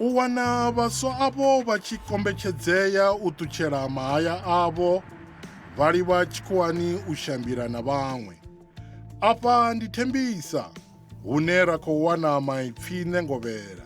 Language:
Venda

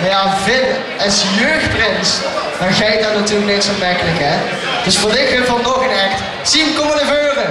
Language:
Limburgish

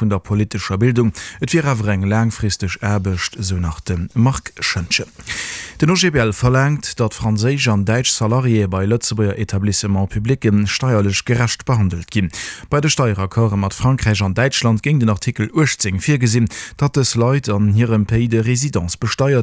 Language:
Luxembourgish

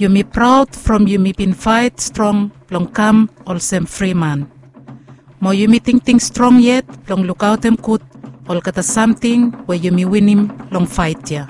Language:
Bislama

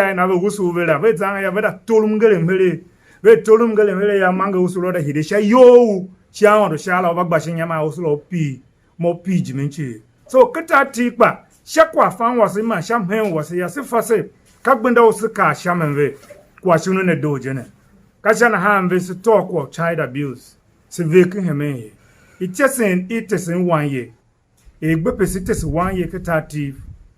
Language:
Tiv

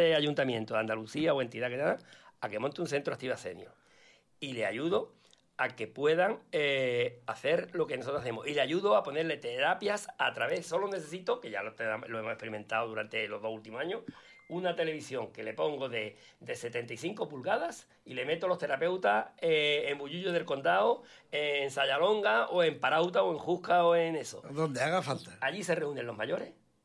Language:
Spanish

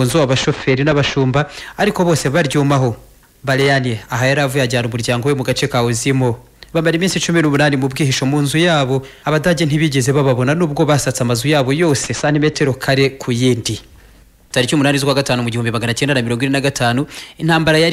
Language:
Kinyarwanda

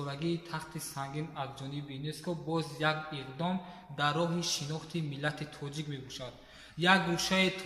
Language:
Tajik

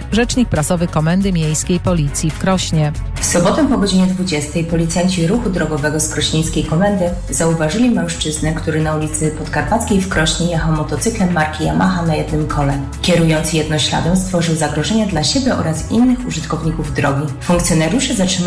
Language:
Polish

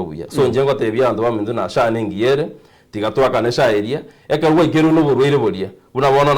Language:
Gusii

